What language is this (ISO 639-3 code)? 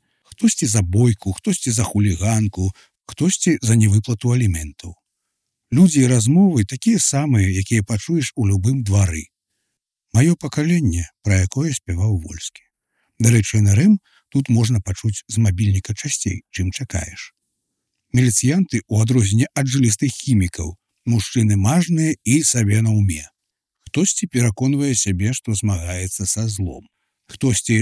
bel